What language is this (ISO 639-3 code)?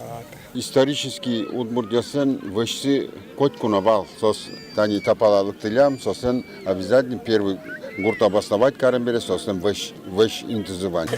udm